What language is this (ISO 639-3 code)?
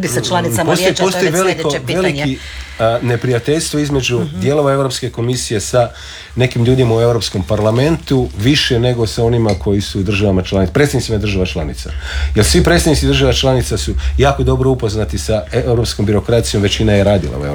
hrv